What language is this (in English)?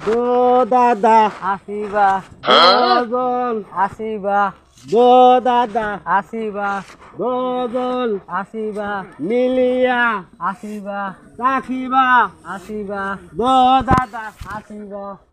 Sylheti